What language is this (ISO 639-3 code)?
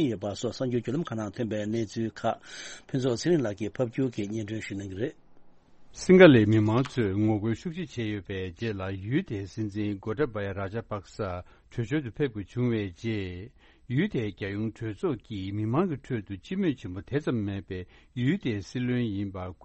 bod